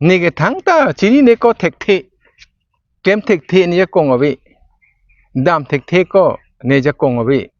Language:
Karbi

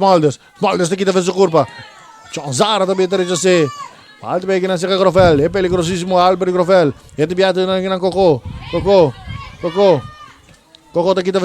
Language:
Papiamento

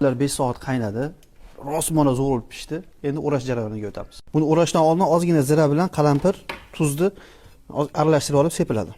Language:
Uzbek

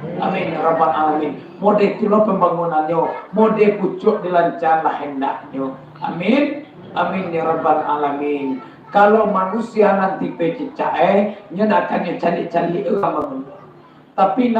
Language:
Minangkabau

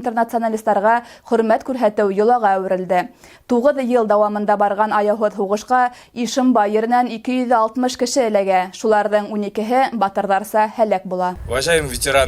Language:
Bashkir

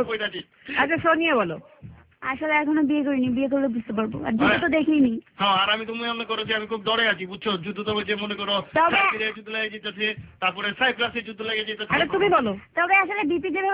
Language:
Bangla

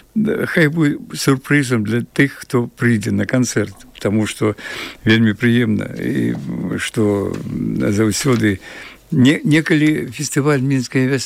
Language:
Belarusian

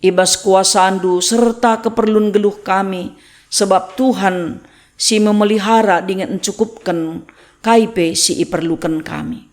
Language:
Batak Karo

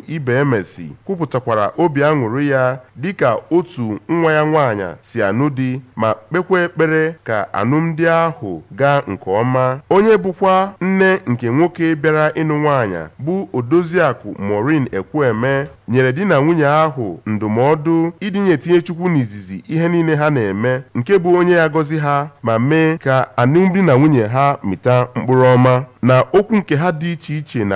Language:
Igbo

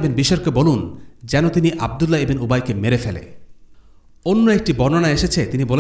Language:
Bangla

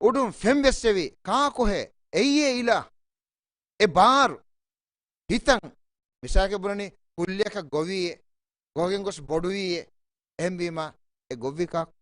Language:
Divehi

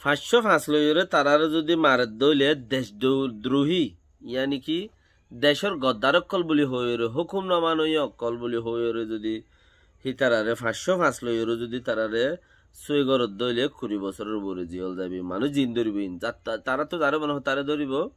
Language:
Rohingya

